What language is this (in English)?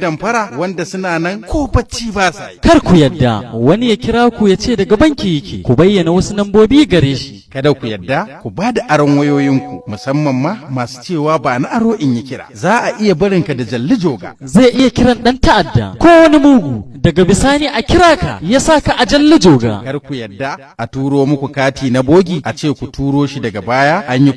Hausa